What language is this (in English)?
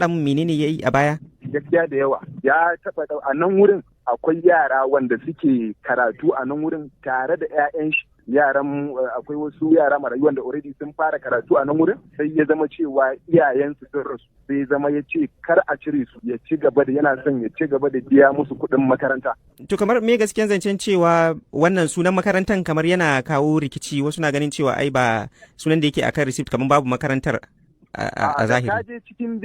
Hausa